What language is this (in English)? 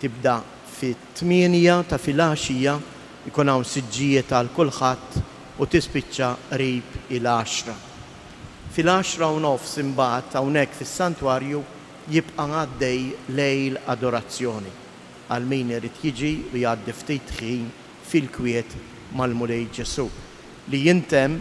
Maltese